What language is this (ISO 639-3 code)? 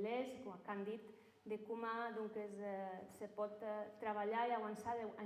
oci